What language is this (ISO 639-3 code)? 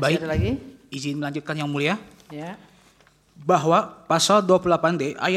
ind